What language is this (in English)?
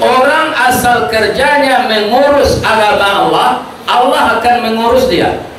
Minangkabau